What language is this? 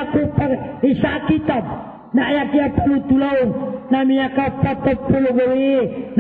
Maranao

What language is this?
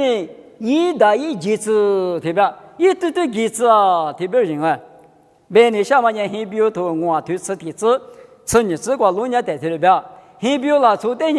Lisu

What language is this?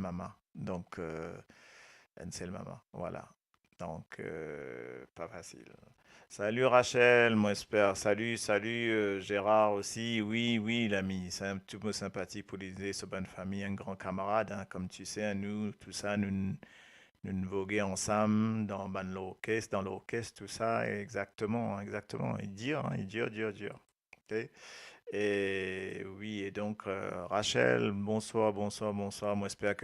Morisyen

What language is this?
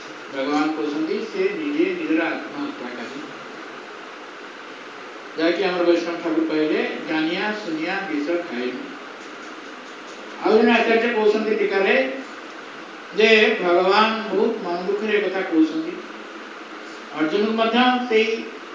Odia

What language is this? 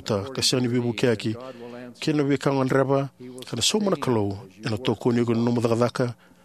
Fijian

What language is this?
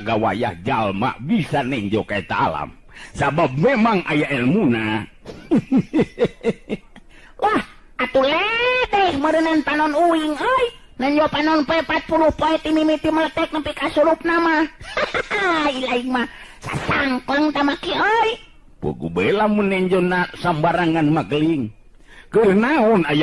Sundanese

